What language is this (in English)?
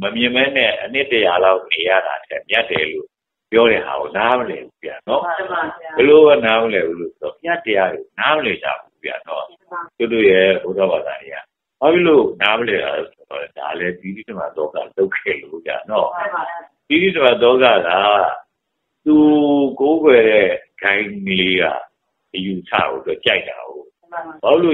Burmese